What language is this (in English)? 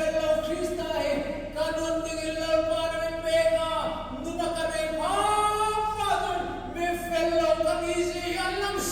Hmar